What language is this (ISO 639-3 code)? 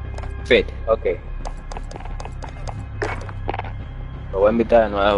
spa